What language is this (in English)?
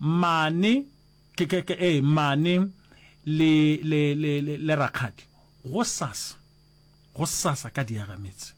Northern Sotho